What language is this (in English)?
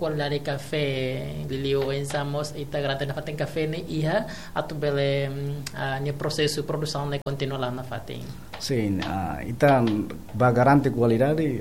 Tetum